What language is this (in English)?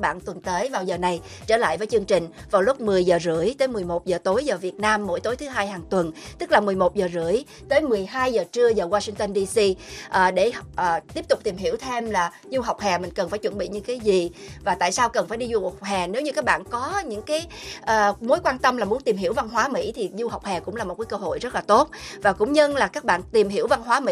Vietnamese